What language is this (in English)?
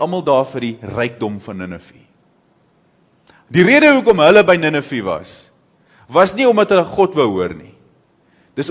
Afrikaans